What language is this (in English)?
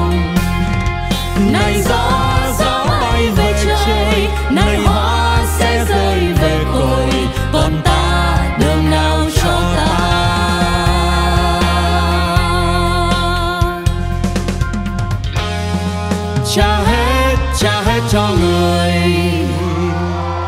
Vietnamese